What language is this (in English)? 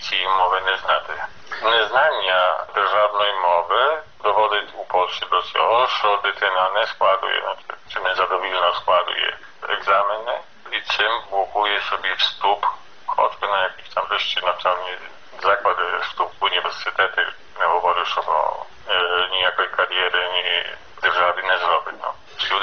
Ukrainian